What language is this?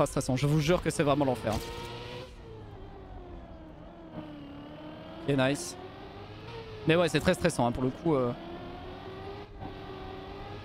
French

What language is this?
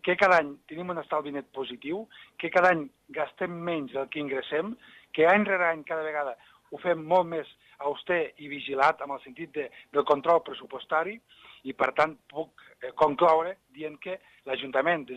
Catalan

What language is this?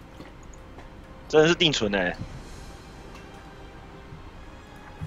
Chinese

